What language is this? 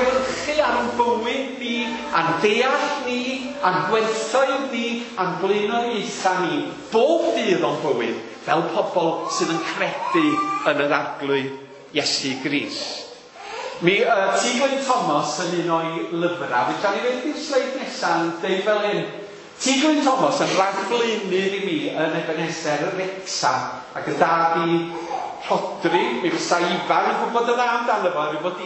Welsh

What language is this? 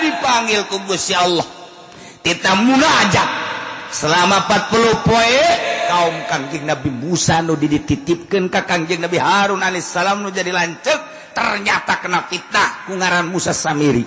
Sundanese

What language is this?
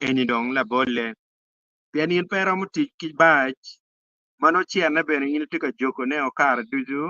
Acoli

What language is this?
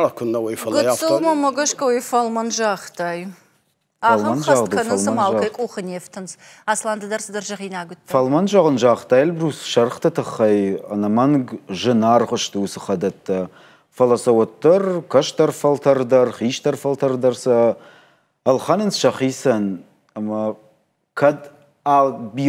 Ossetic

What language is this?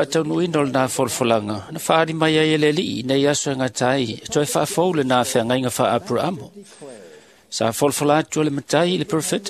Samoan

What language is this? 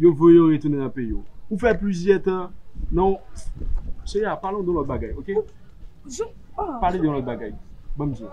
Haitian Creole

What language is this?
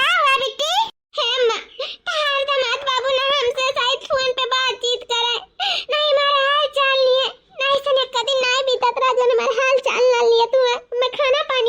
Awadhi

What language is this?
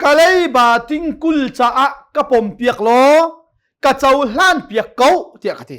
Hakha Chin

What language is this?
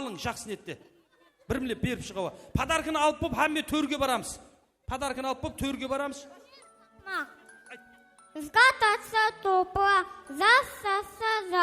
Kara-Kalpak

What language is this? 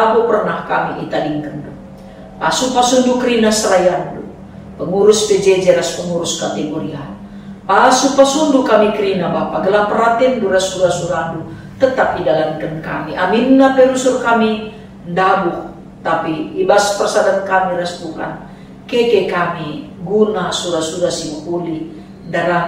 Batak Karo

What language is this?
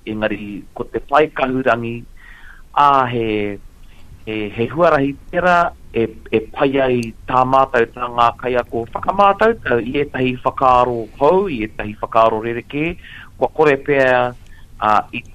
Māori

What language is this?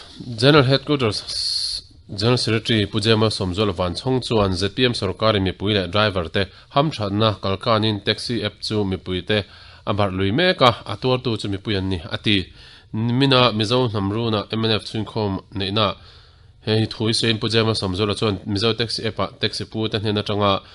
Mizo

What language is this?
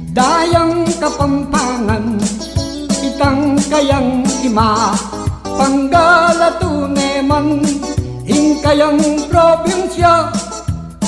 Pampanga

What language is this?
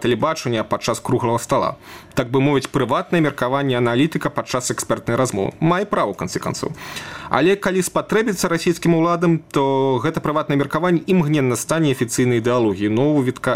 Belarusian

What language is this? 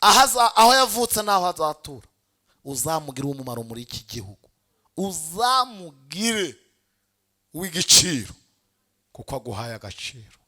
Kinyarwanda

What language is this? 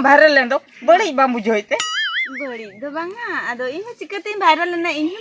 Santali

